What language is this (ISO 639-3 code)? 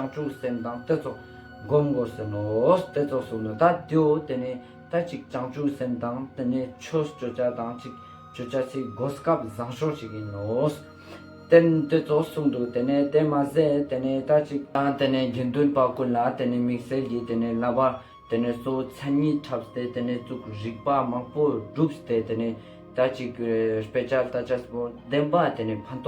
lbj